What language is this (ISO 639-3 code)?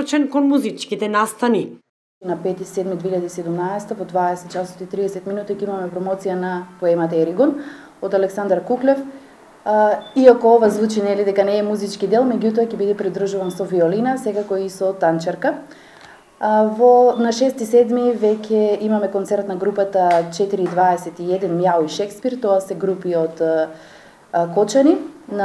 mkd